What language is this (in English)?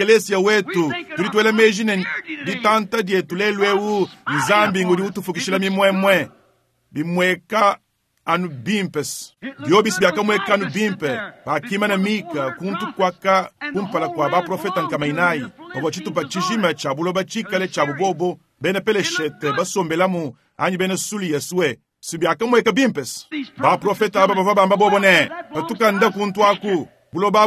Luba-Lulua